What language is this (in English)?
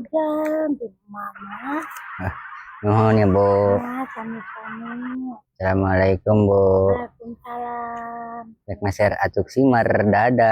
Sundanese